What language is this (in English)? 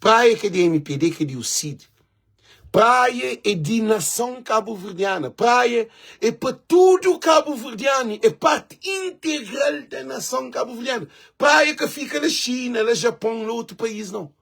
Kabuverdianu